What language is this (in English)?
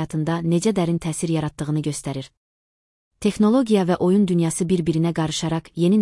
Azerbaijani